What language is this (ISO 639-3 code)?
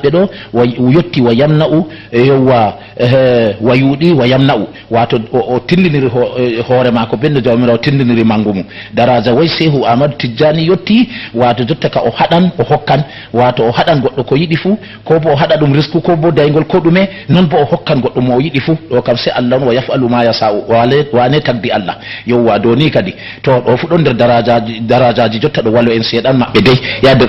ful